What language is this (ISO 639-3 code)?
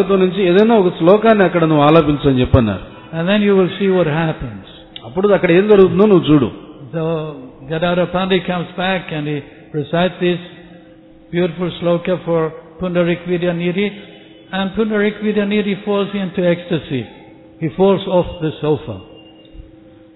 tel